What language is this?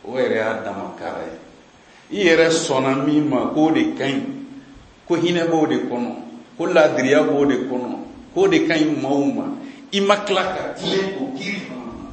Bambara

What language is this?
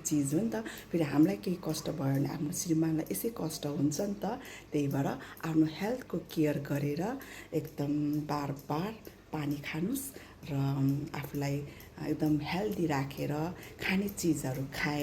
Nepali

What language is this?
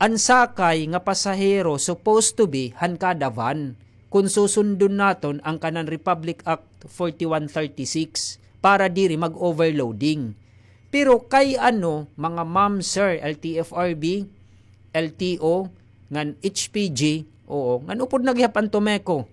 Waray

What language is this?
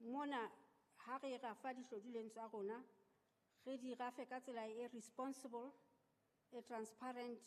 Southern Sotho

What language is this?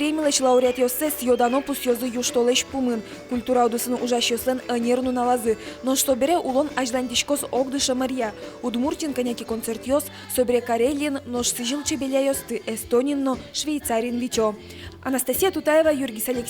Udmurt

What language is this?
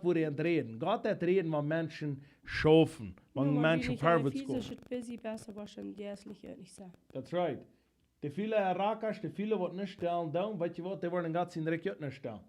Plautdietsch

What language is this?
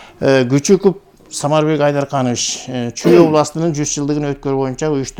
Kyrgyz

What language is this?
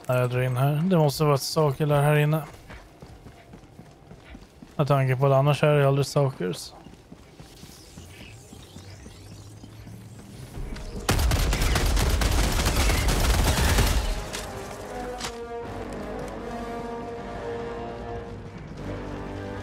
Swedish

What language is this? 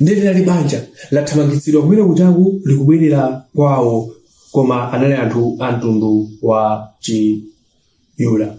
Nyanja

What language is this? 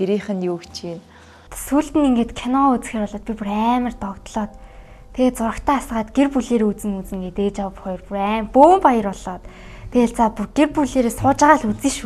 Mongolian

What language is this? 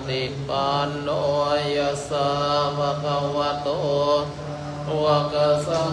Pali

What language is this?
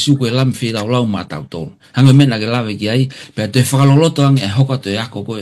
Tongan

